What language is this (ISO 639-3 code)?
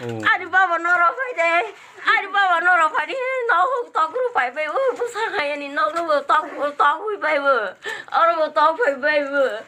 trp